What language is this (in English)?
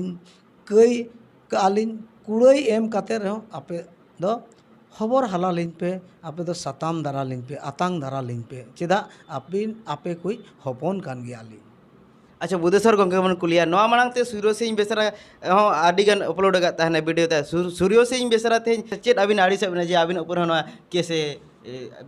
Santali